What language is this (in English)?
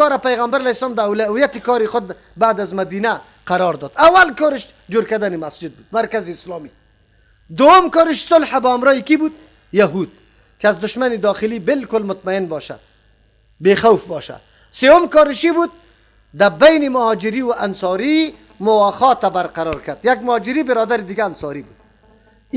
Persian